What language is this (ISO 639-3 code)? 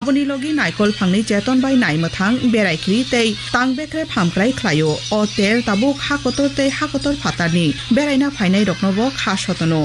trp